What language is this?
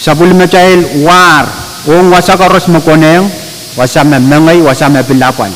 Pohnpeian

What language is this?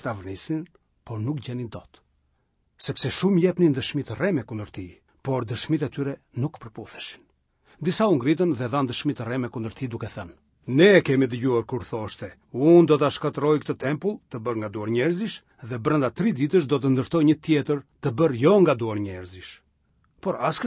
Albanian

